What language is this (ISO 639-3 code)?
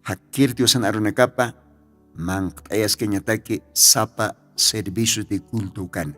aym